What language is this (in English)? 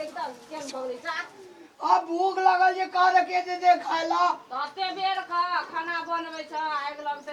Maithili